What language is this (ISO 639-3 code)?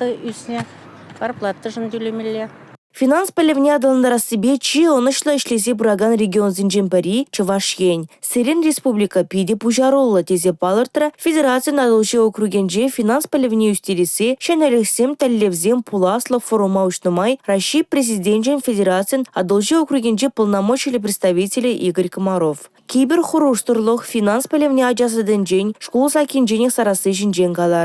chv